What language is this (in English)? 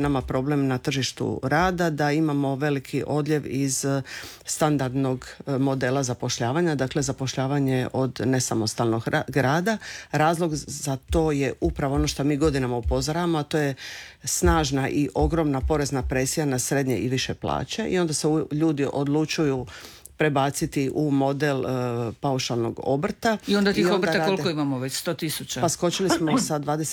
Croatian